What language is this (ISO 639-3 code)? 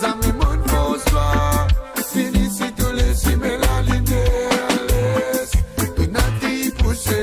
mfe